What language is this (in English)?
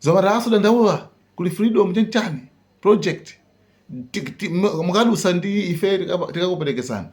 Nyanja